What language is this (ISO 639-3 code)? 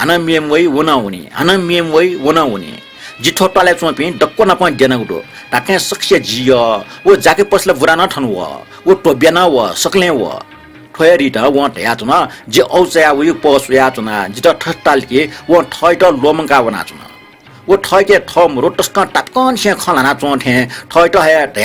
new